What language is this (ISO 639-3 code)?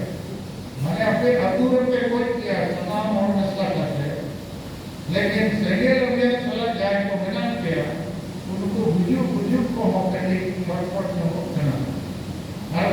sat